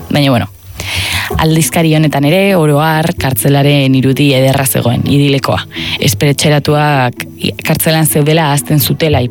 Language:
Basque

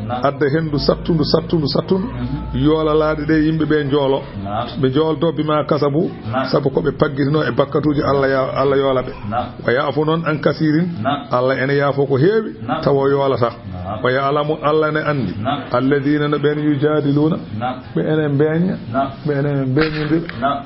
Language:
Fula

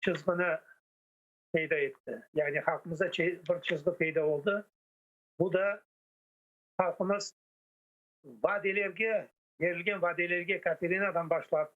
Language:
Crimean Tatar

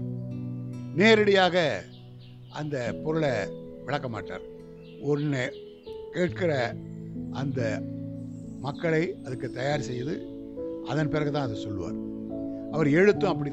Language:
Tamil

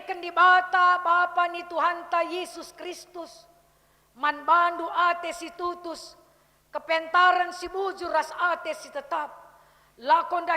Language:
Batak Karo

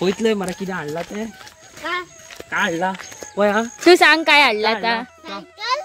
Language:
Konkani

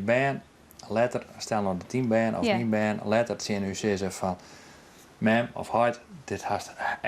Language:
Western Frisian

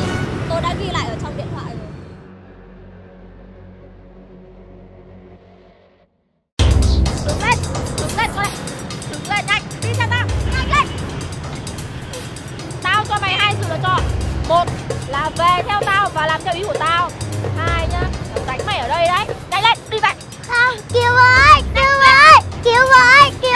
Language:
Vietnamese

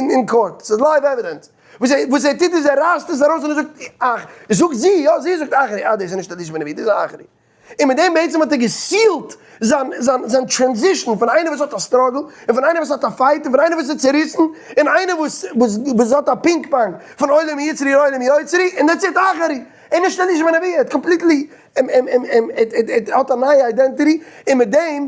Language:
Yiddish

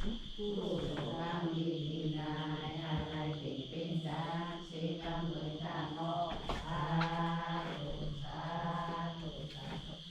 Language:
Shan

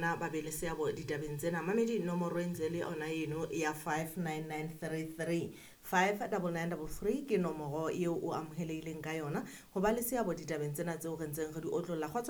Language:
Southern Sotho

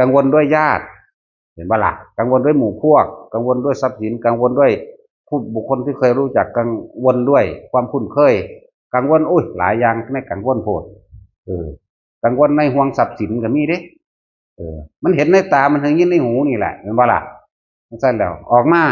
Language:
Northeastern Thai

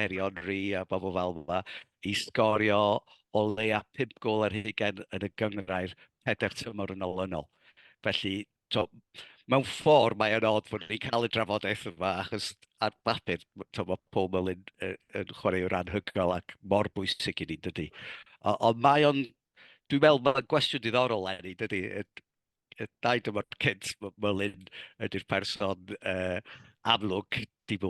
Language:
Welsh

